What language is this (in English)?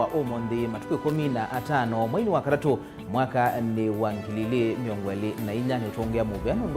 Kamba